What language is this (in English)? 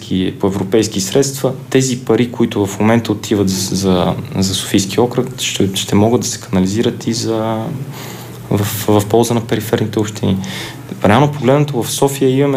Bulgarian